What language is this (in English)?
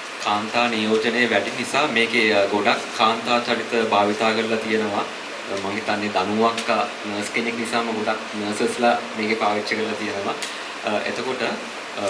Sinhala